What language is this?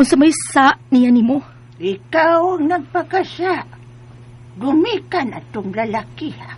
Cebuano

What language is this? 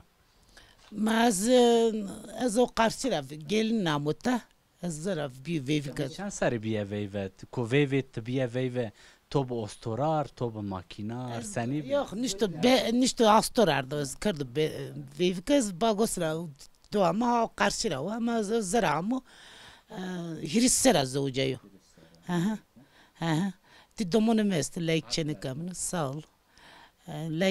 Zaza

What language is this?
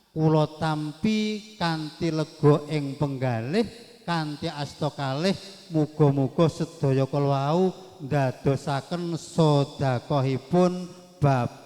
Javanese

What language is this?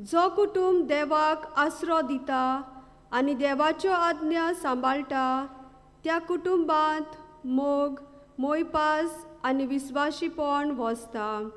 Konkani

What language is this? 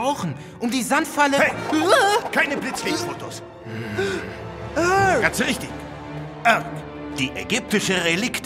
German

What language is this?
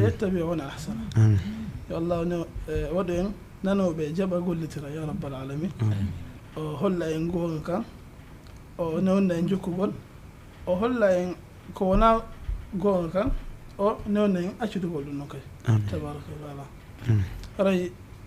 Fula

